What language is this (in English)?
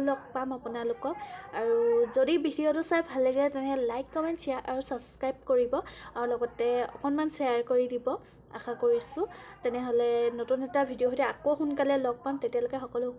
Assamese